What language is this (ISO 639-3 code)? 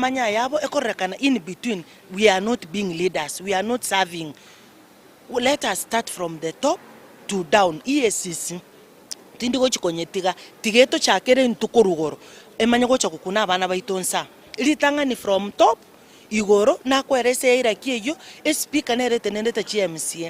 guz